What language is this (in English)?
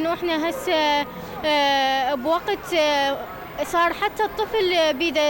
Mesopotamian Arabic